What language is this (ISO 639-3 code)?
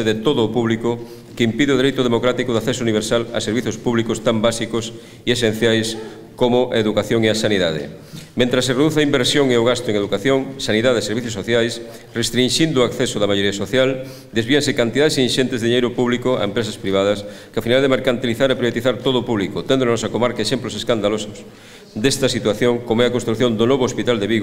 glg